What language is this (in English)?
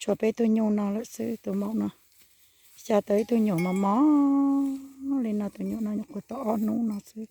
Hmong